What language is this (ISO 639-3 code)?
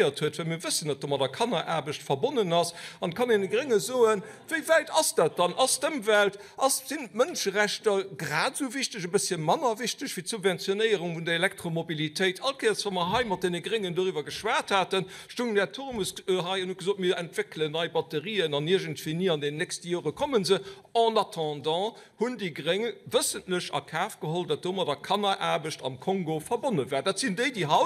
ltz